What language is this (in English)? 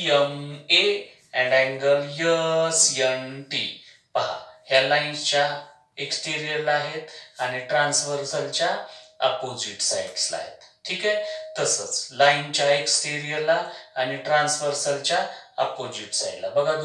Marathi